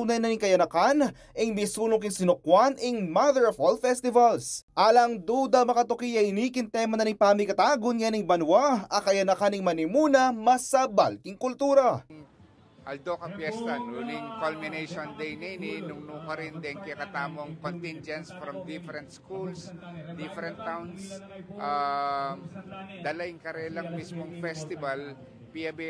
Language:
Pampanga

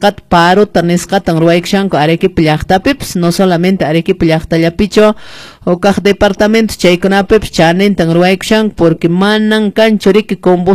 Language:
Quechua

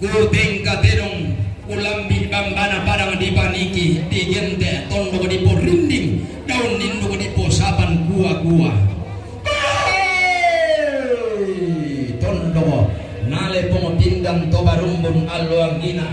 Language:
Toraja-Sa'dan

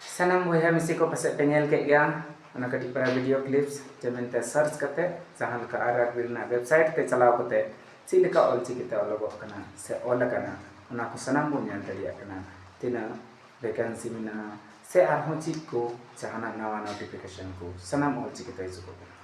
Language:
Santali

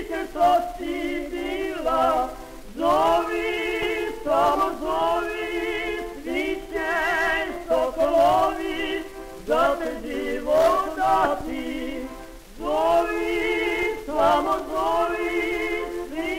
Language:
Serbian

